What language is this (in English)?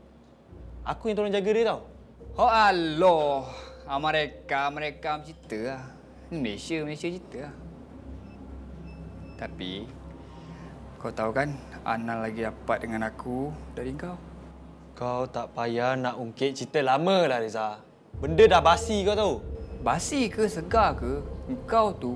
Malay